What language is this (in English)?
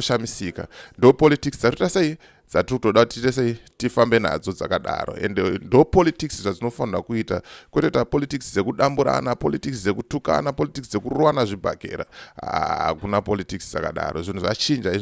Shona